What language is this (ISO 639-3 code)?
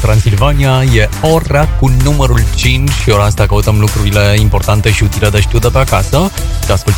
ron